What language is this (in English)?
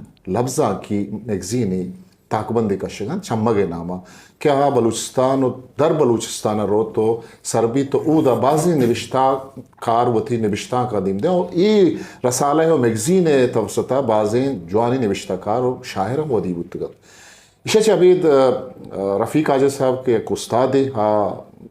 Eastern Balochi